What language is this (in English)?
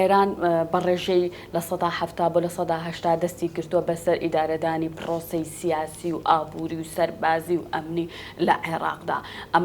Central Kurdish